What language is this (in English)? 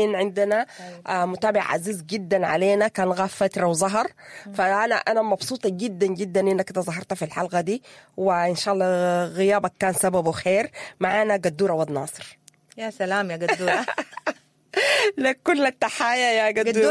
Sudanese Arabic